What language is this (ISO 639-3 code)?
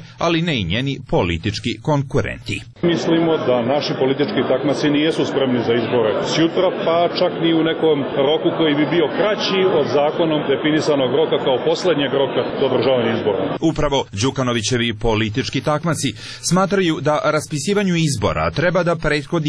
srp